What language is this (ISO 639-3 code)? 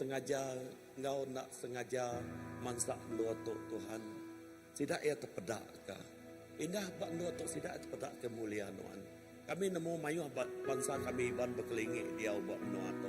iba